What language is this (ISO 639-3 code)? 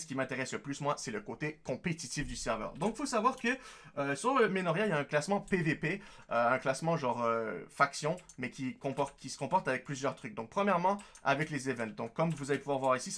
fra